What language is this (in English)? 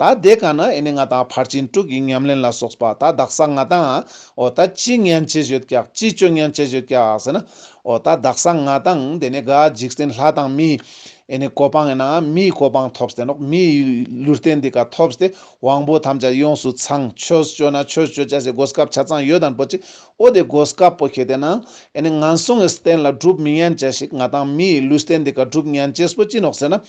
Ladakhi